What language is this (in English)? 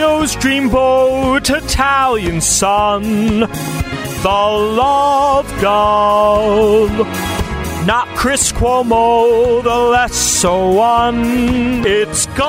English